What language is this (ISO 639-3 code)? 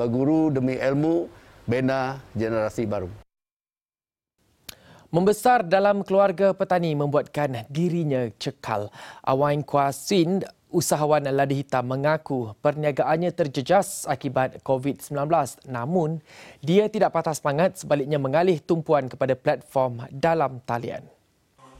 msa